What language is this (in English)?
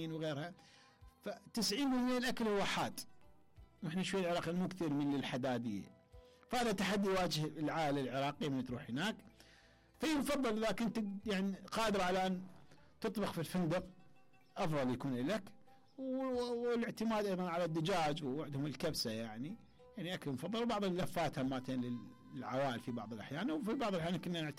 Mesopotamian Arabic